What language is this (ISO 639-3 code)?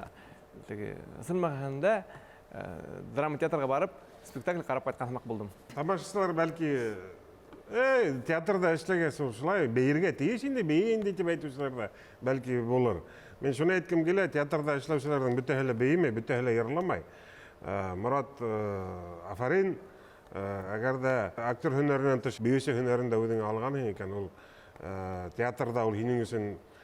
bak